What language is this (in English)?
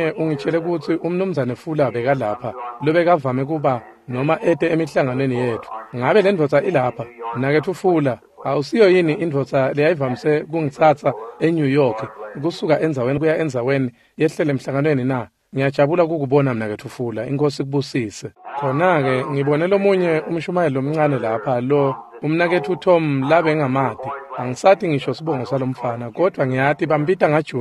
Swati